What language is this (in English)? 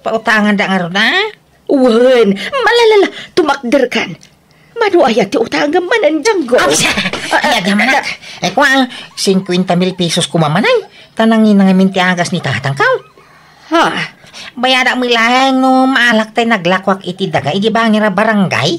Iloko